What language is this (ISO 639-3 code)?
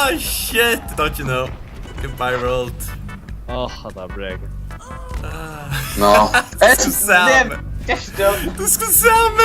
fao